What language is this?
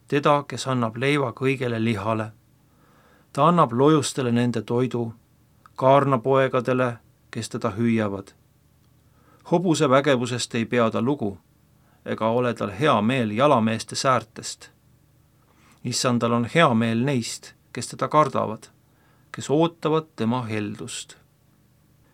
Estonian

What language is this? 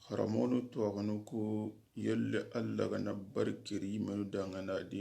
Soninke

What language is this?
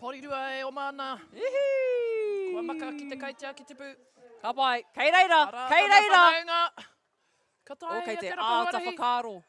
Māori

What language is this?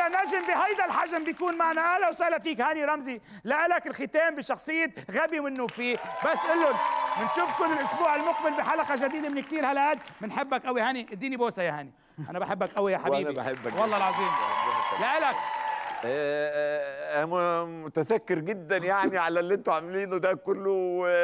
North Levantine Arabic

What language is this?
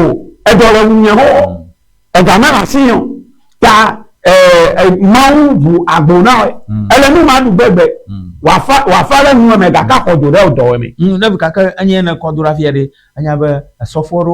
Ewe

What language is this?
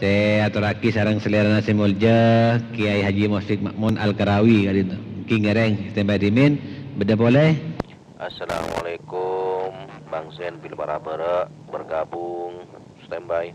Madurese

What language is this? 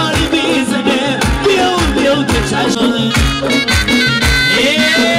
Persian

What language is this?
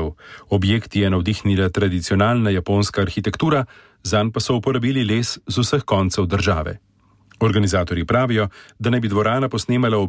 Slovenian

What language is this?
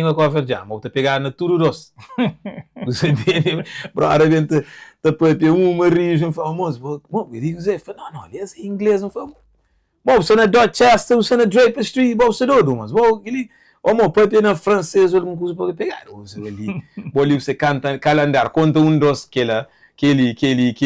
Kabuverdianu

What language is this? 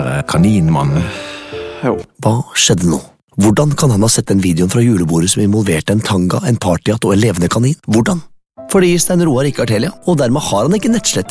Norwegian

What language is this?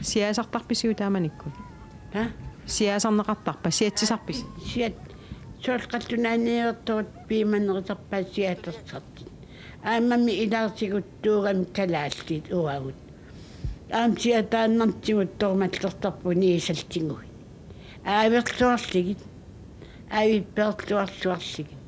Kalaallisut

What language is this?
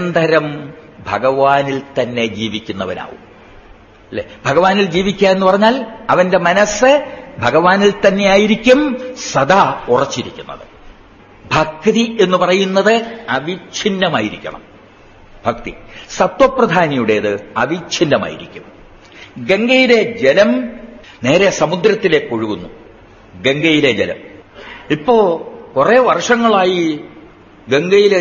Malayalam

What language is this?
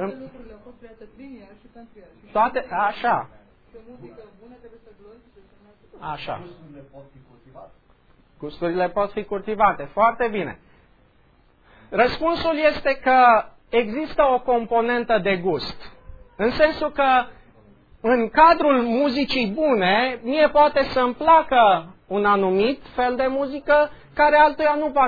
Romanian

